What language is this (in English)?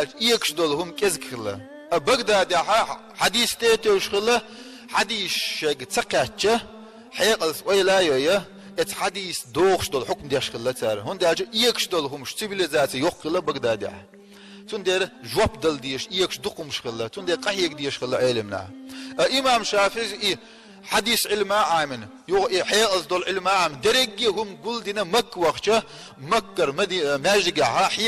Chechen